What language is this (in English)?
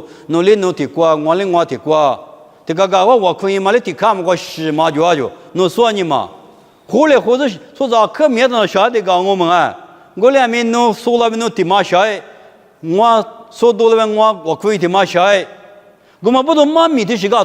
Lisu